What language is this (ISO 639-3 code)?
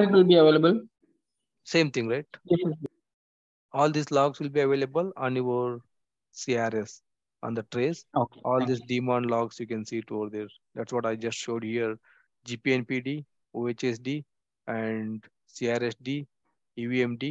eng